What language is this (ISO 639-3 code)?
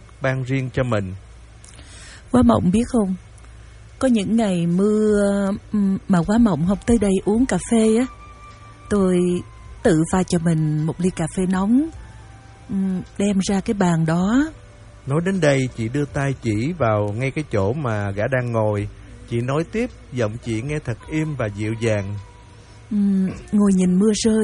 vie